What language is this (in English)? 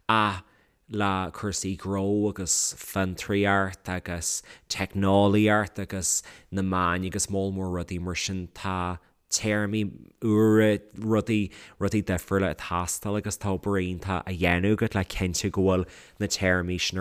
Irish